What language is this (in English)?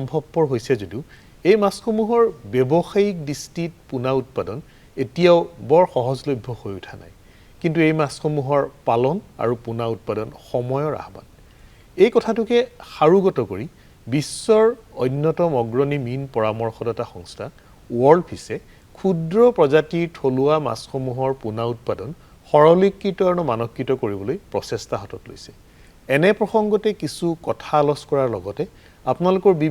Assamese